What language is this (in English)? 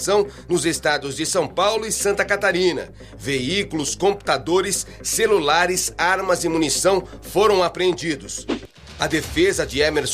Portuguese